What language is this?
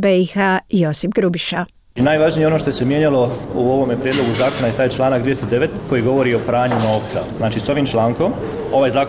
Croatian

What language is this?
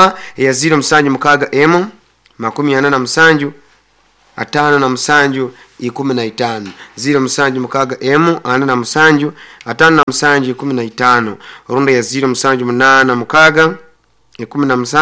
Nyoro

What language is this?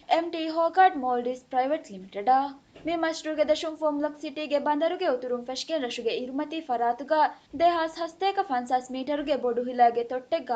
Divehi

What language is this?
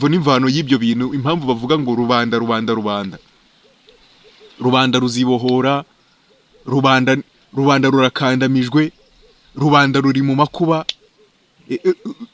Kinyarwanda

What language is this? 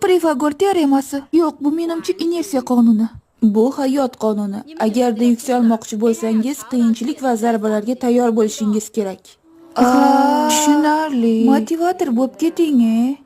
Uzbek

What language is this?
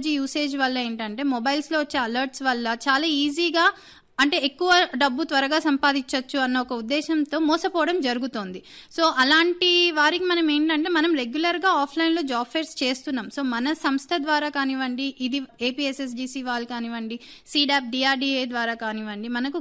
Telugu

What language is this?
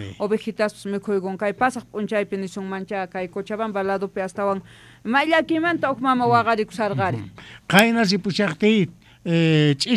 South Bolivian Quechua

